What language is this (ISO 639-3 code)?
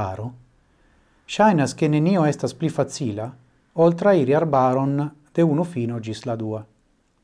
epo